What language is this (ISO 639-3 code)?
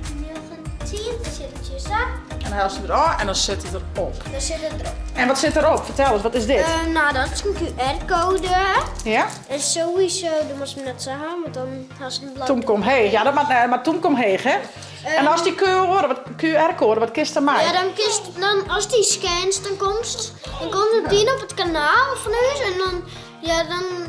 fry